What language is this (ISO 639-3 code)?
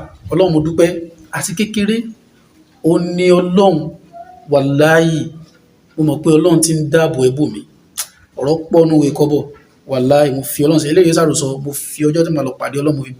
yor